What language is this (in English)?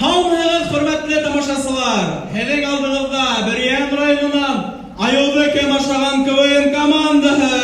Bashkir